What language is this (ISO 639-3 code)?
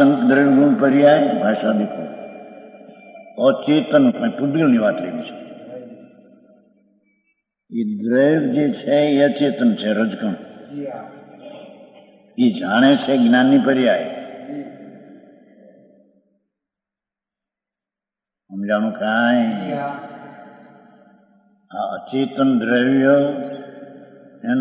guj